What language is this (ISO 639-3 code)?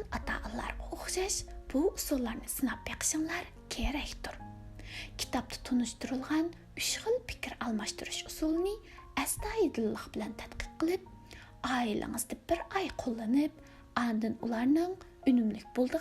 uig